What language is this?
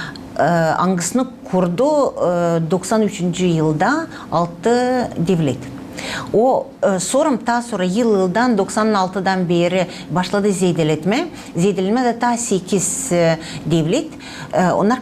Gagauz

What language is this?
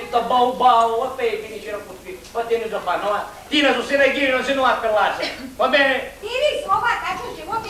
Sicilian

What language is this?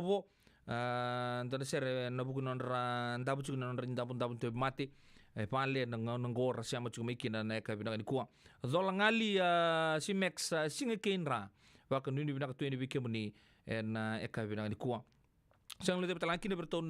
Fijian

